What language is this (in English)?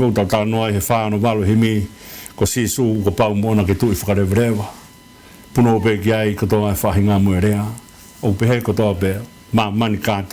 Tongan